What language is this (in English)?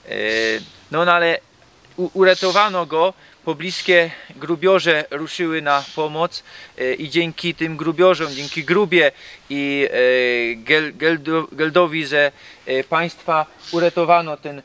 Silesian